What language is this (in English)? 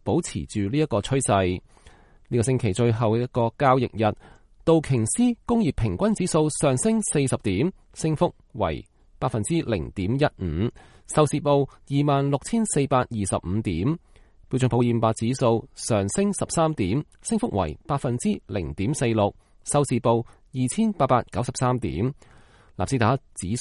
Cantonese